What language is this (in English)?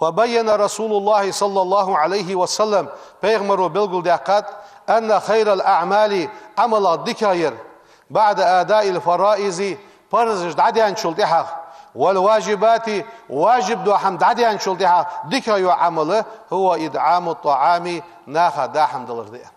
Ingush